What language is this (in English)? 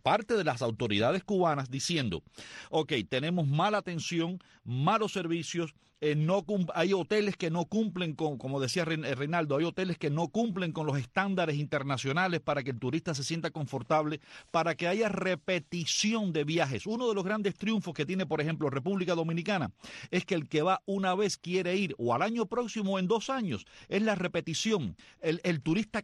Spanish